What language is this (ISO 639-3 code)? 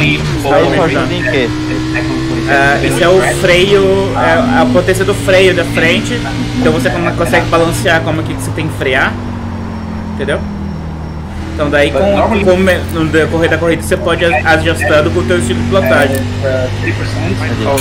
por